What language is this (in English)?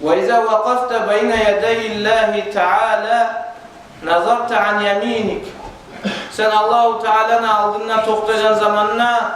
Kumyk